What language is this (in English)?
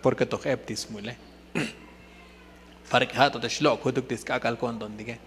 Tzotzil